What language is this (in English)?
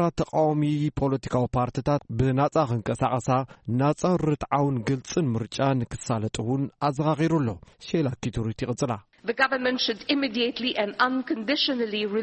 Tigrinya